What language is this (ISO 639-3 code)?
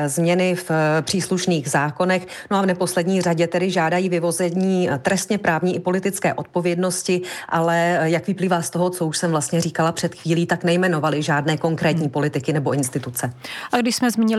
ces